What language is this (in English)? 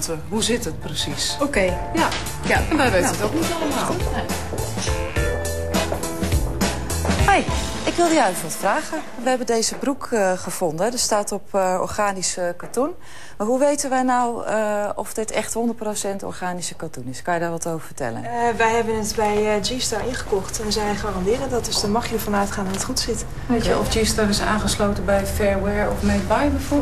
Dutch